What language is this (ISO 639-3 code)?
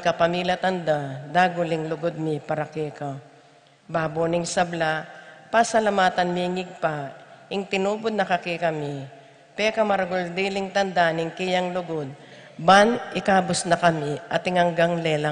pam